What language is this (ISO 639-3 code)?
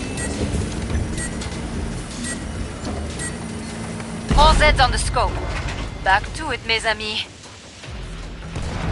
eng